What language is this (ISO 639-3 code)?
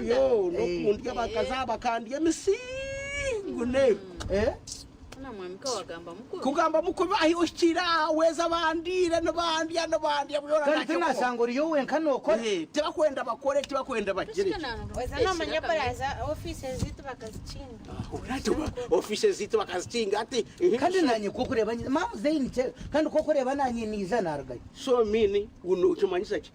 nyn